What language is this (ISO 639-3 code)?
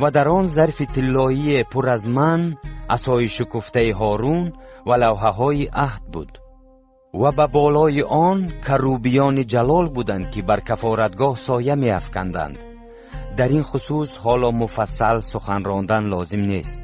tgk